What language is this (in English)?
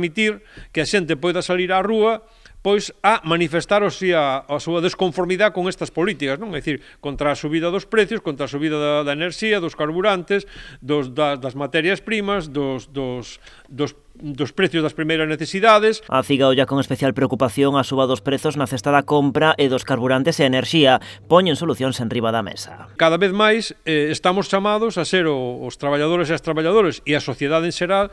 Galician